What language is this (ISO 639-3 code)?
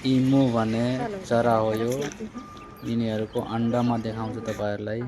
nep